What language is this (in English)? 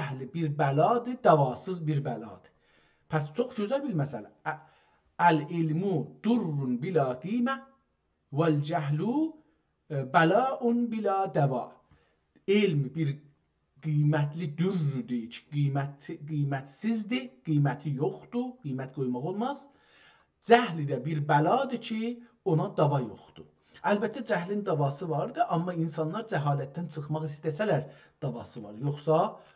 South Azerbaijani